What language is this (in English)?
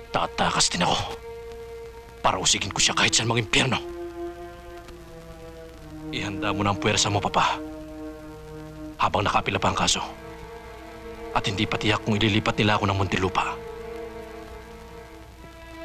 Filipino